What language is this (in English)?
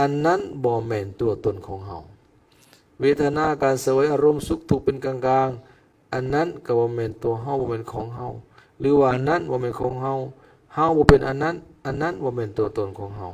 Lao